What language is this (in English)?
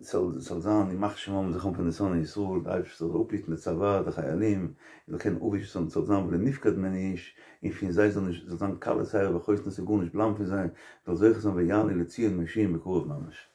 Yiddish